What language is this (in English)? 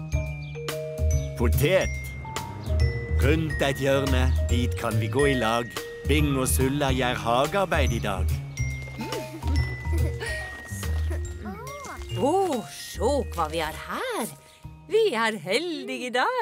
Norwegian